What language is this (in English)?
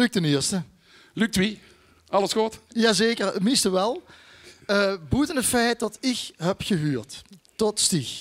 Limburgish